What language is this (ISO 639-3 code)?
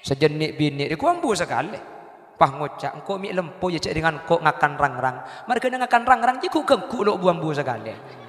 mad